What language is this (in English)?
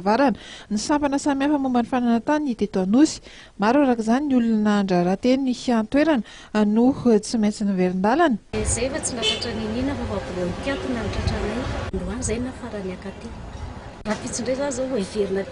Malagasy